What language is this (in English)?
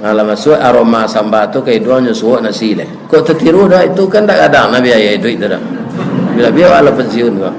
Minangkabau